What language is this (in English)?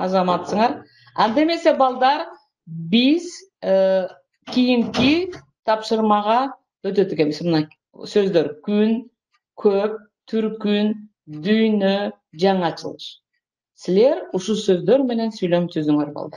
Kyrgyz